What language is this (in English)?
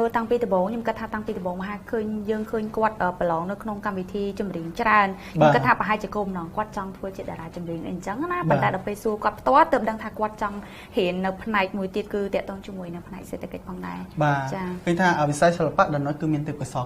Khmer